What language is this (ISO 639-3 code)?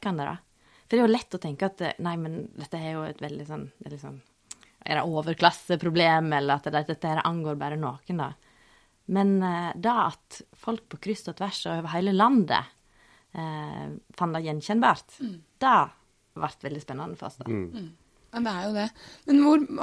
nor